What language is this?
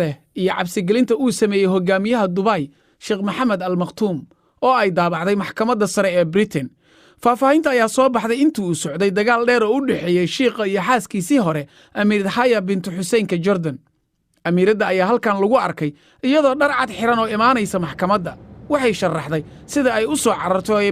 Somali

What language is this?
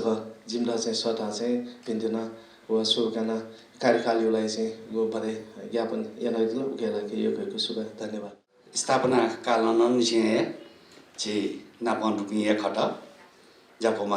Newari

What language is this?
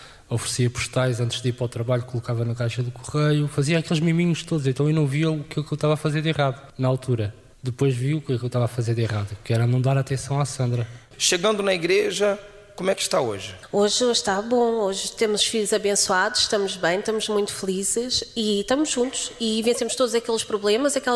Portuguese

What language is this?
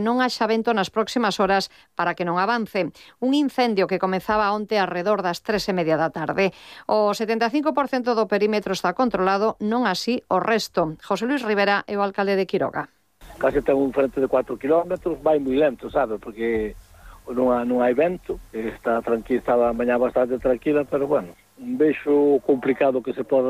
Galician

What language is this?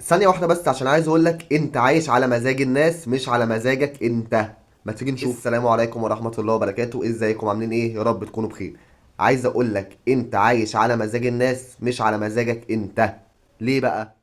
Egyptian Arabic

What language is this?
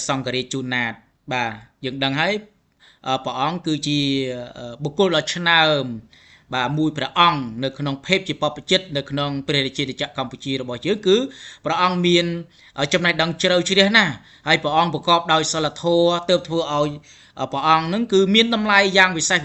Khmer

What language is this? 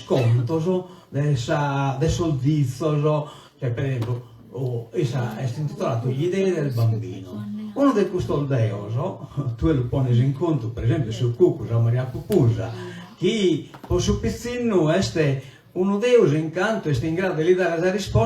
Sardinian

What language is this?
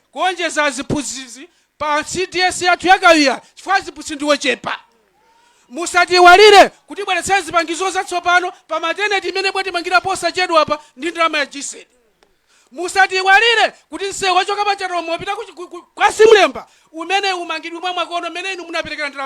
Nyanja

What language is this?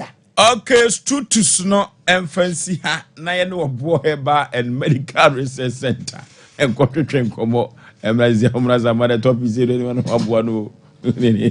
Akan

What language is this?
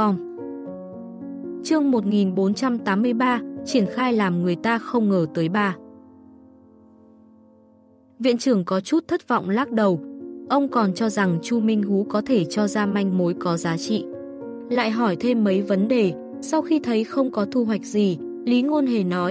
Vietnamese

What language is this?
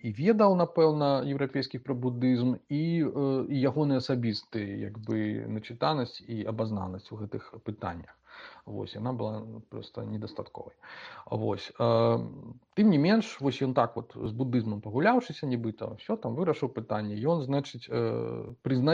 Belarusian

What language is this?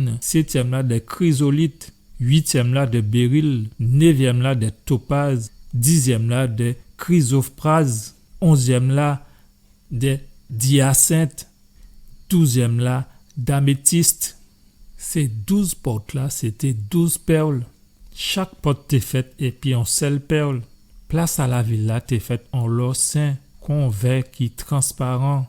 Guadeloupean Creole French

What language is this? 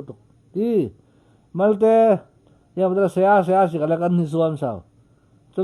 Falam Chin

